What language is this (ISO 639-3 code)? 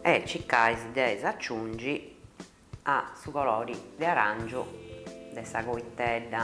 srd